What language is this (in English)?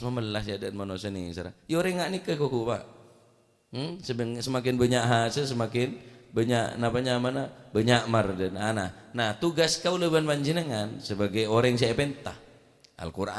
Madurese